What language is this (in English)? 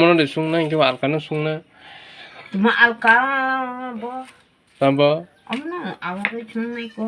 Kok Borok